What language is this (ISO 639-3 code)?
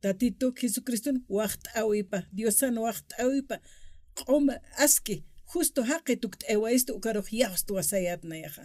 aym